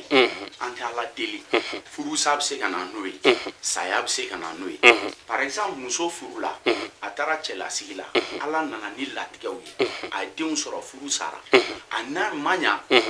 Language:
Bambara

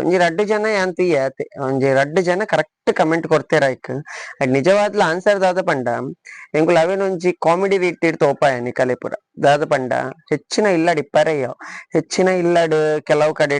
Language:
Tulu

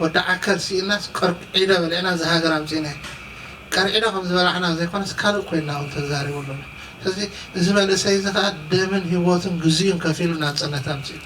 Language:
Tigrinya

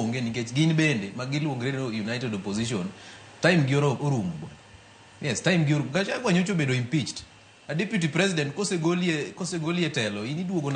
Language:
Luo (Kenya and Tanzania)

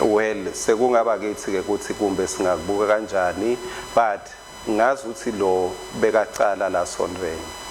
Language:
Swati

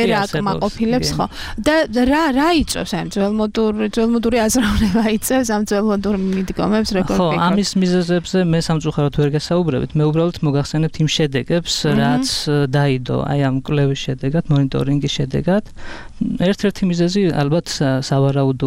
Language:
Georgian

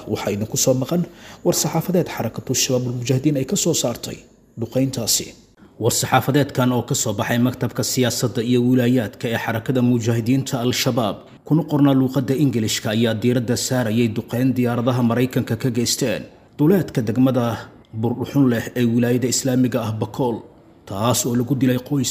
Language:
Somali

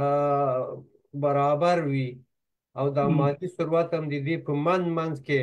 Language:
Pashto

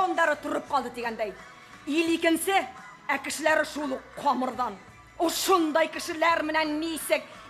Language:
Bashkir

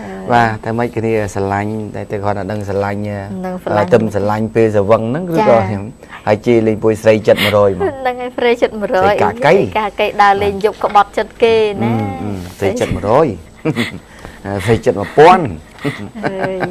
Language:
Khmer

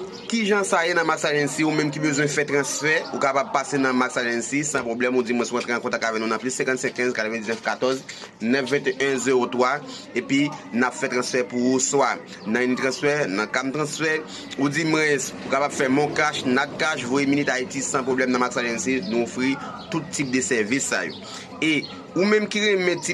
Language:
Haitian Creole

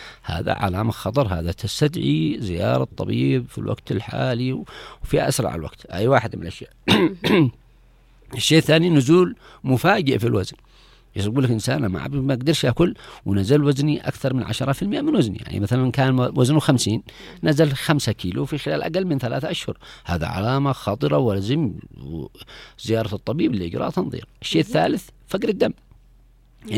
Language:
Arabic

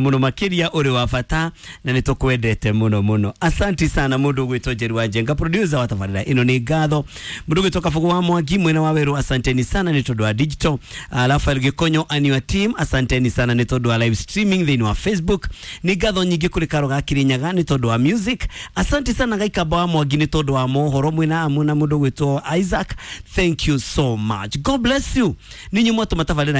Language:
Kikuyu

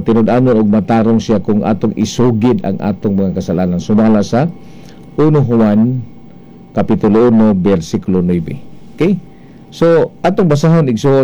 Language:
Cebuano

